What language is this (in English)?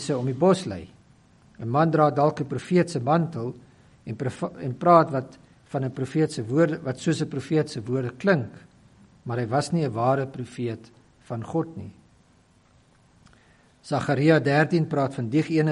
Afrikaans